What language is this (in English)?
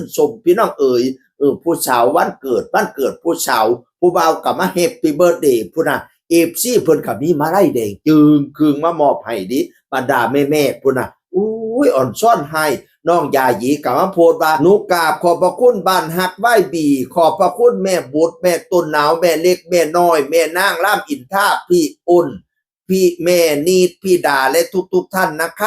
Northeastern Thai